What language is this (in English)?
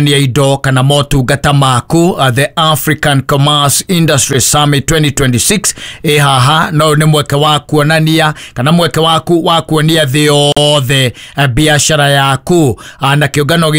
Kikuyu